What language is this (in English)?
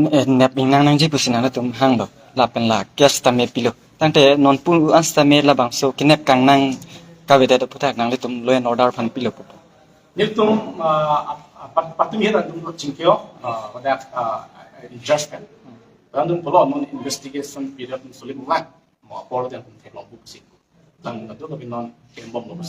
Karbi